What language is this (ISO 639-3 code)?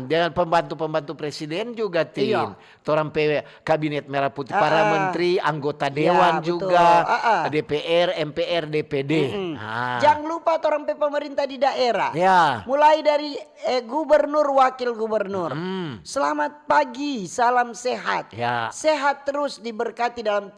xmm